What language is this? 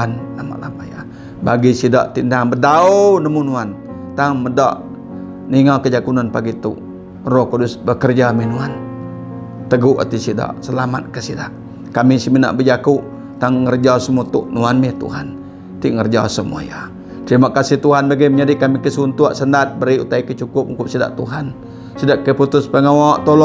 Iban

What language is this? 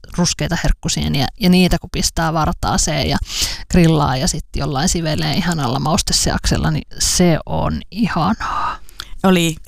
Finnish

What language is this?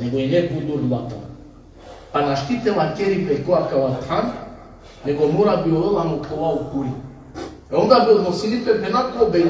Balkan Romani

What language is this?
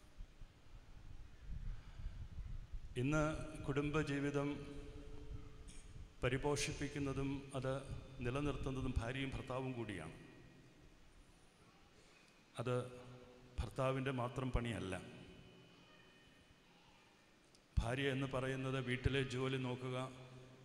Malayalam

